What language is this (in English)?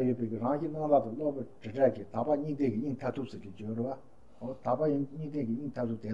Tibetan